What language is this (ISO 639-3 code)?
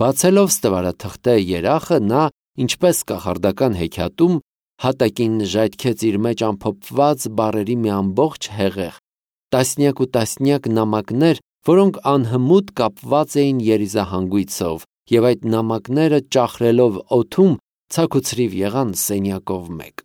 hye